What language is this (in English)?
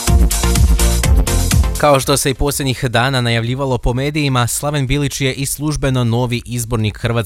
Croatian